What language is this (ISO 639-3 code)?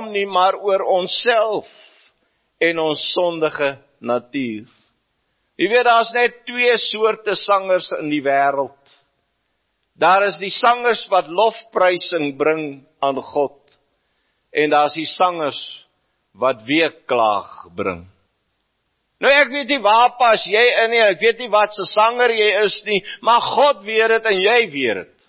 afr